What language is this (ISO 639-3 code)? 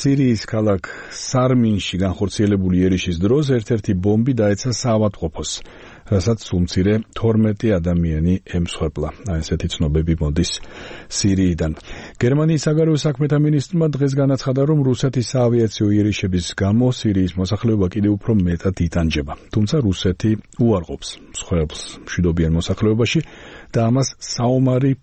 kat